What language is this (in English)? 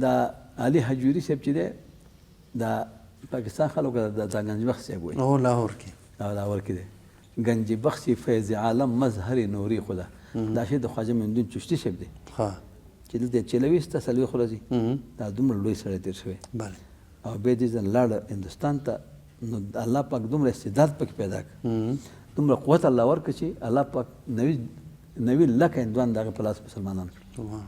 Pashto